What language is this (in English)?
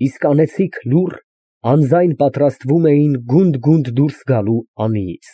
Armenian